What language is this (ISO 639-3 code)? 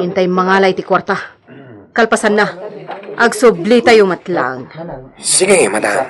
ilo